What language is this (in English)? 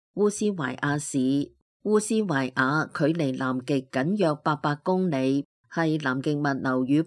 Cantonese